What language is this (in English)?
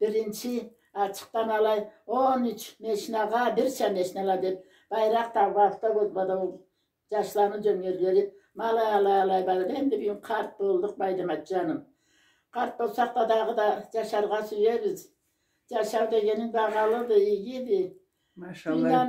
Karachay-Balkar